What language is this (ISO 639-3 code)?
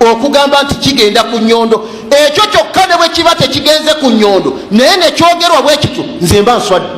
lug